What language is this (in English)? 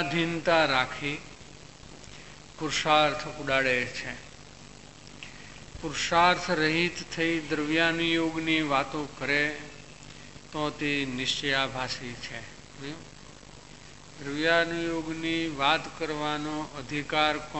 Gujarati